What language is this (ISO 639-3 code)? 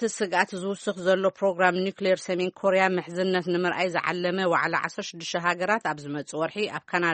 tir